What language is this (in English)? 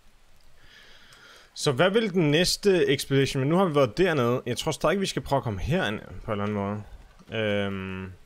Danish